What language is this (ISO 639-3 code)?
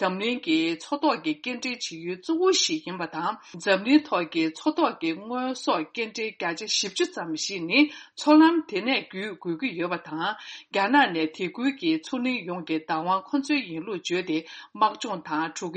bod